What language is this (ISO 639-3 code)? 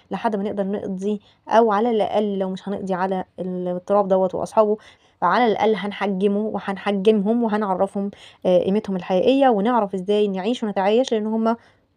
arz